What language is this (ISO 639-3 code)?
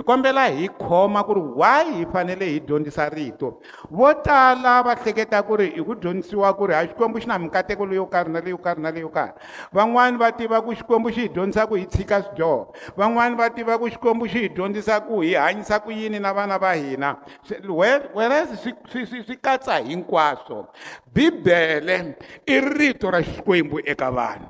tso